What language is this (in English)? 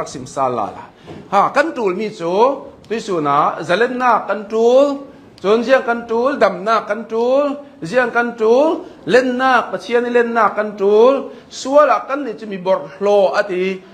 Hakha Chin